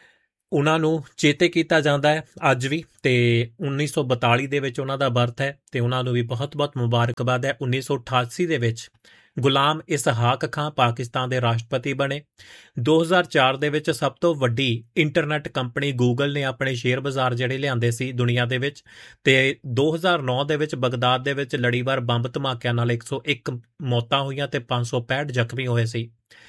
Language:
Punjabi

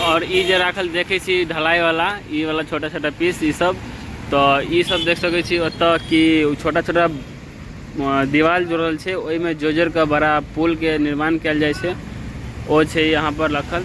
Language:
Maithili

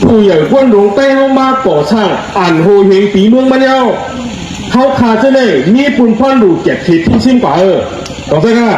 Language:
Shan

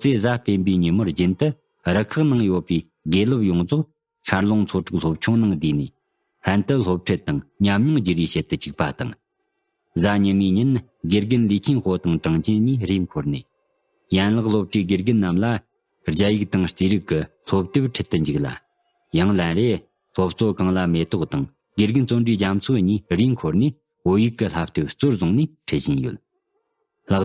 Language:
Tibetan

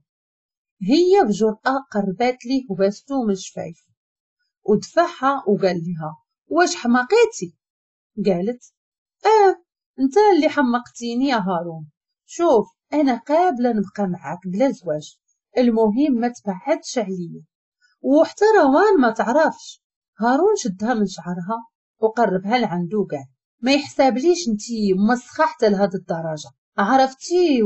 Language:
Moroccan Arabic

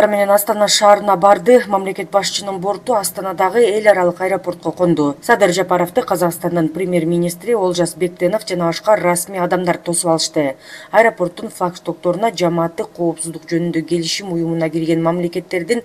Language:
Kyrgyz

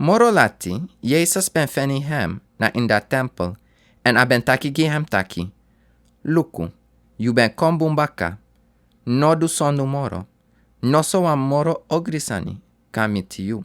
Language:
Sranan Tongo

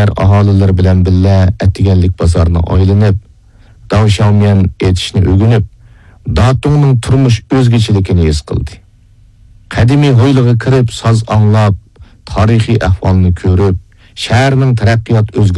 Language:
Uyghur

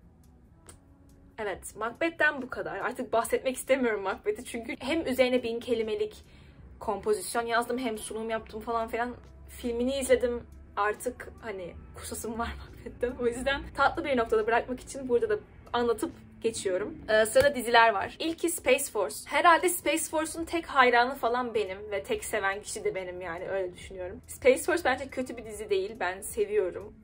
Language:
Turkish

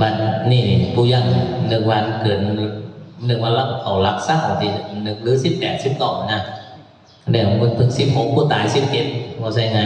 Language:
Northeastern Thai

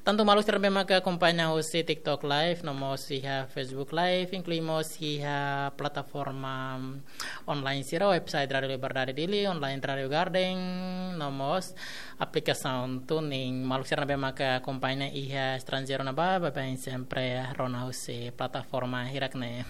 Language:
Tetum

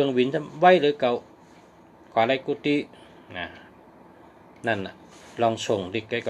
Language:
Shan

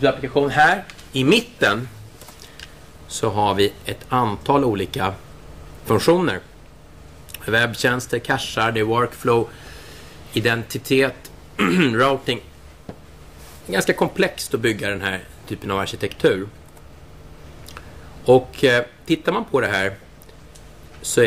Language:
Swedish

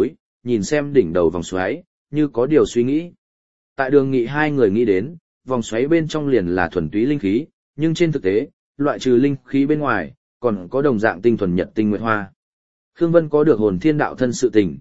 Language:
Vietnamese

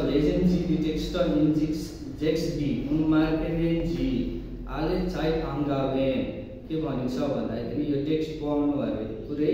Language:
Nepali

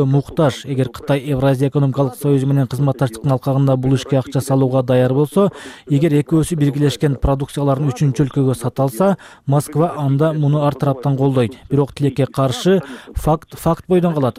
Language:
Kyrgyz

